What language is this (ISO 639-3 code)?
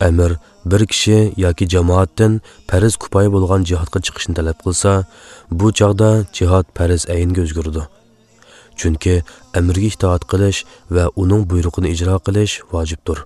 uig